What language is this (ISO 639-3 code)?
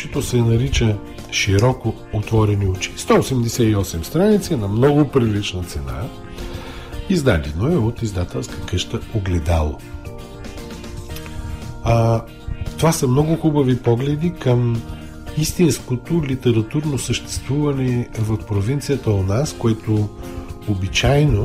bul